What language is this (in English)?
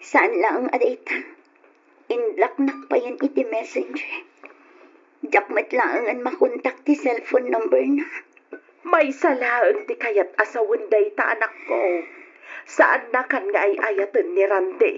Iloko